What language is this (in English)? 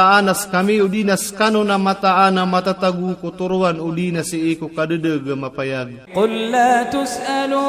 Iranun (Philippines)